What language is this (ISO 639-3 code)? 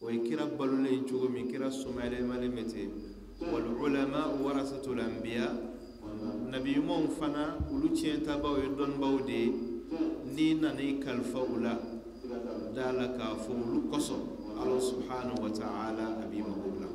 bam